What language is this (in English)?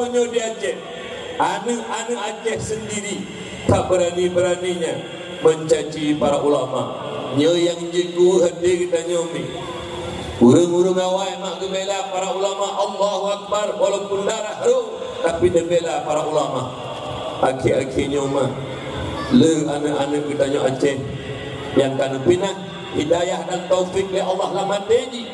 Achinese